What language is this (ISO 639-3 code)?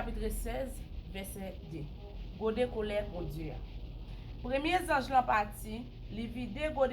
hat